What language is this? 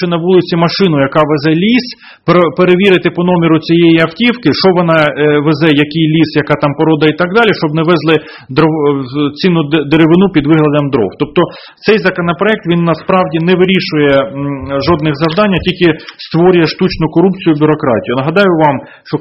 Ukrainian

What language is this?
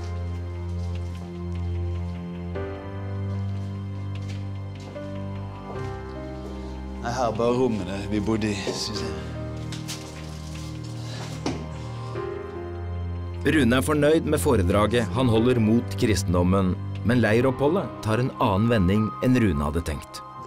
Norwegian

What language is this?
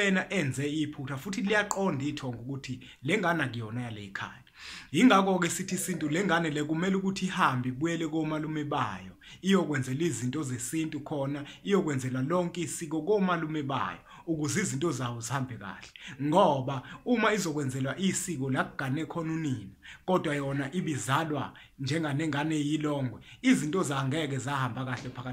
Zulu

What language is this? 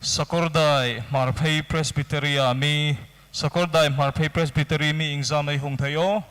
Hmar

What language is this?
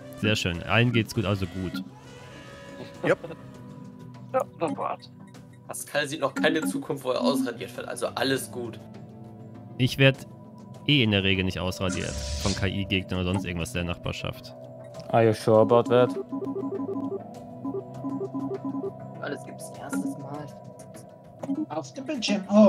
German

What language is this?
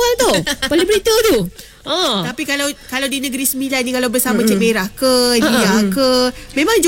Malay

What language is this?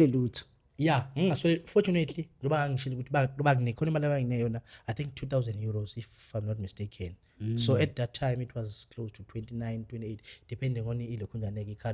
Zulu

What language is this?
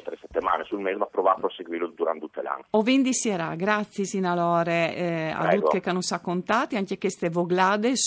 Friulian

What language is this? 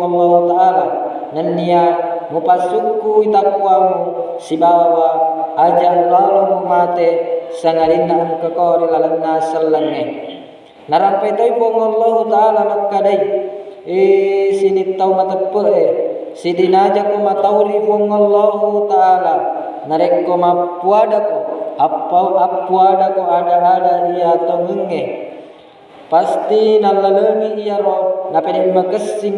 Buginese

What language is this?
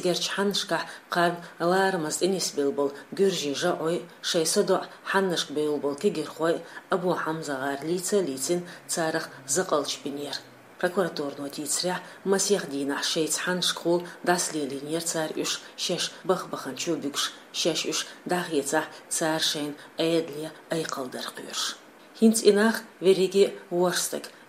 Chechen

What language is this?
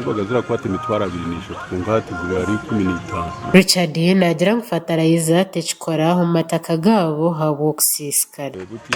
Nyankole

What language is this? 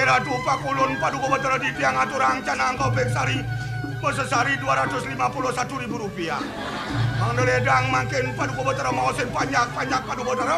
Balinese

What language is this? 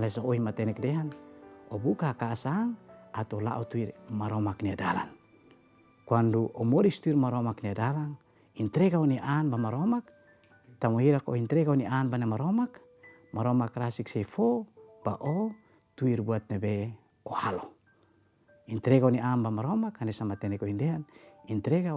Tetum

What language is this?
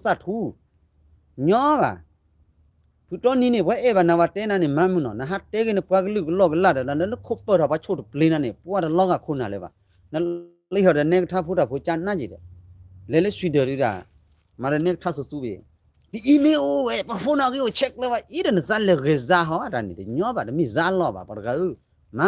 S'gaw Karen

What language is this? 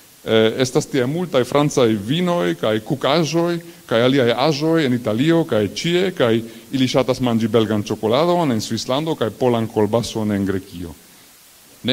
Esperanto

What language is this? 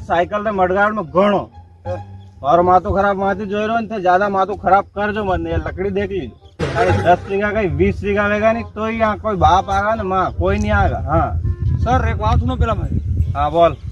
Rajasthani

